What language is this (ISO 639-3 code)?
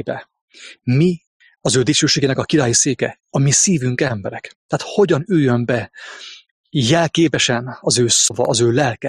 hun